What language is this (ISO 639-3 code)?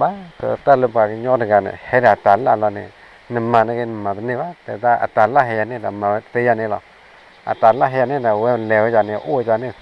ksw